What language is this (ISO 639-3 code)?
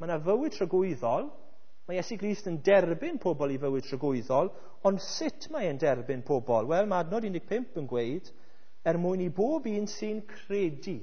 cym